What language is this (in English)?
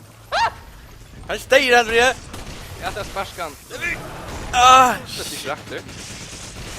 Faroese